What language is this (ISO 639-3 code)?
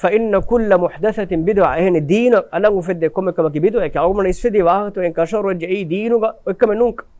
div